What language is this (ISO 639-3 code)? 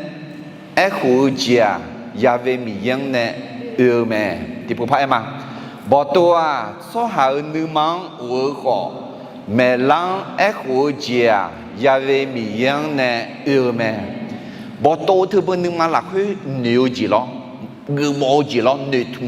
ahk